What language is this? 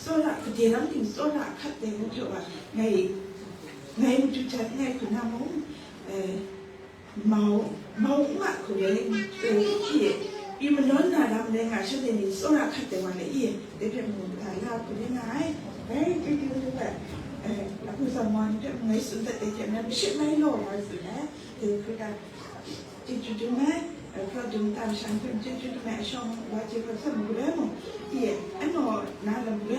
Kachin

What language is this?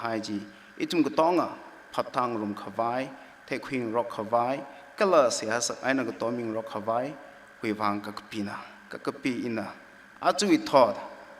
Tangkhul Naga (India)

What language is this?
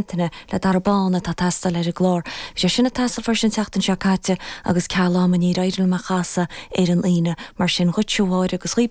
Irish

